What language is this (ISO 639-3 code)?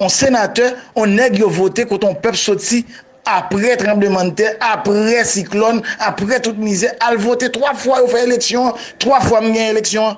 hat